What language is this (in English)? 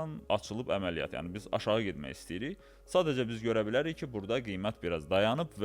Azerbaijani